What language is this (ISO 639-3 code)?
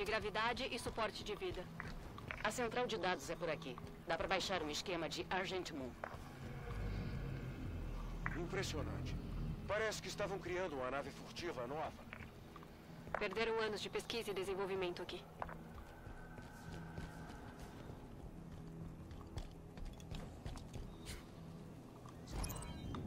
por